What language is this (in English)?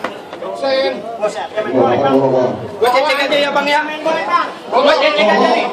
Betawi